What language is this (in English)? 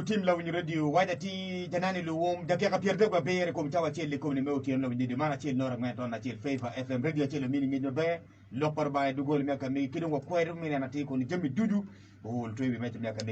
Acoli